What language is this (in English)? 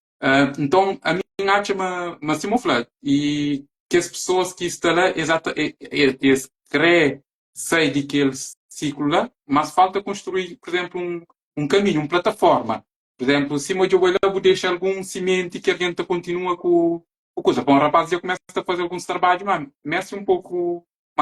Kabuverdianu